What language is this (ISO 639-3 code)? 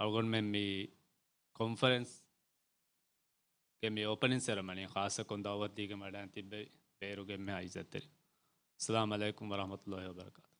div